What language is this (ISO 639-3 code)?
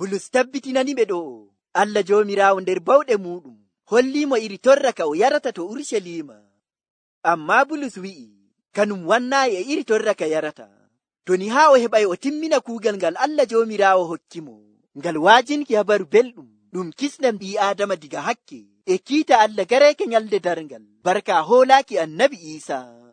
fuv